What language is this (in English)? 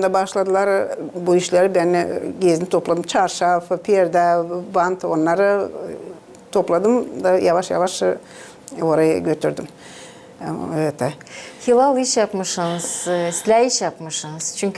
Gagauz